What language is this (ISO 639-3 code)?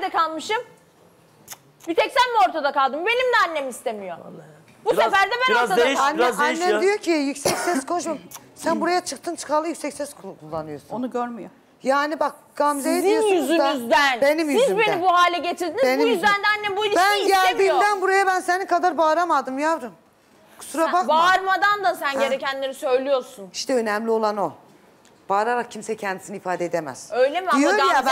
tur